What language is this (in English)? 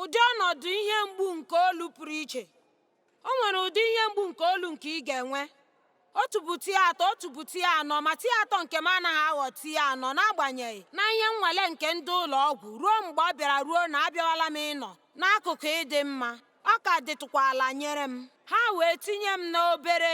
Igbo